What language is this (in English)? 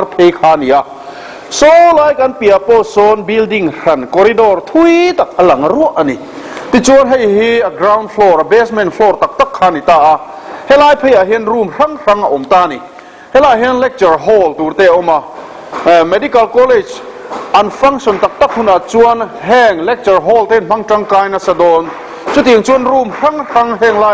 Mizo